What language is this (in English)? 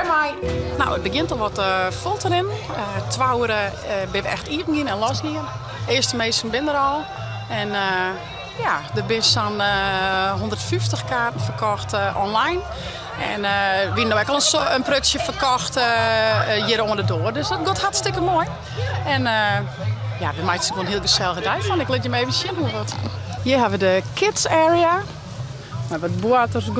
Western Frisian